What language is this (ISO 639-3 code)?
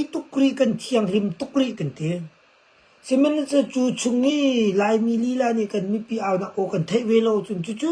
cnh